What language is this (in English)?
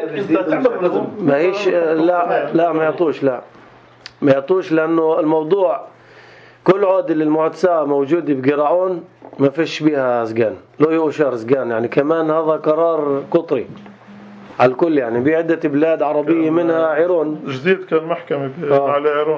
North Levantine Arabic